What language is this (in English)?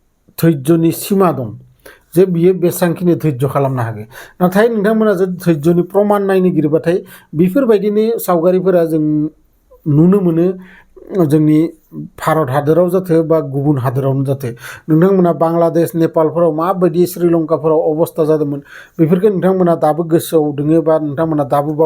Bodo